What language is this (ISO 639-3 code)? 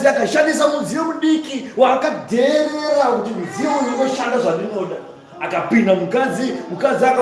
sna